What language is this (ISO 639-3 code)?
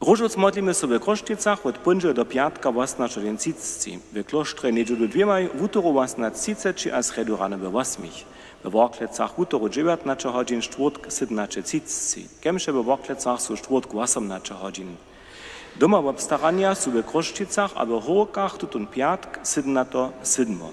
hsb